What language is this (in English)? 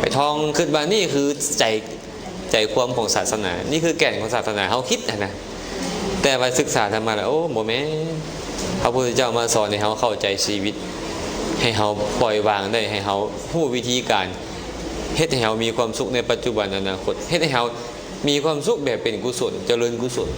Lao